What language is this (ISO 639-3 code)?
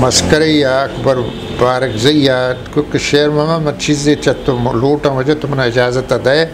bgp